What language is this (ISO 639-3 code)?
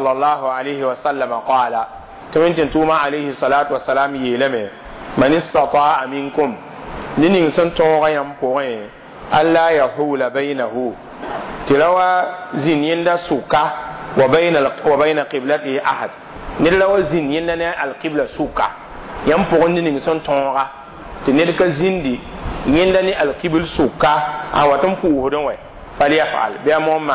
mos